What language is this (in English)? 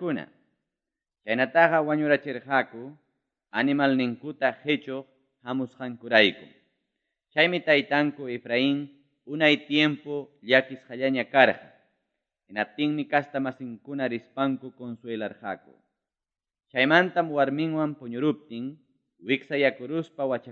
Ayacucho Quechua